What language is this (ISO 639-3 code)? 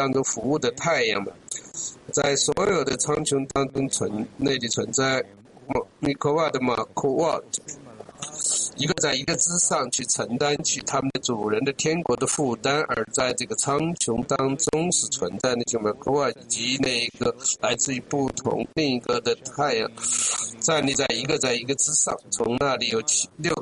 zho